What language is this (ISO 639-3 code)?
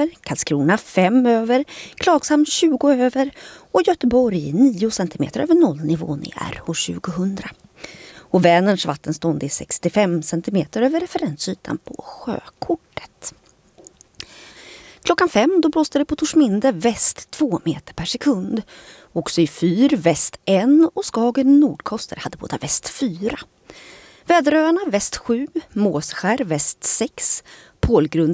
swe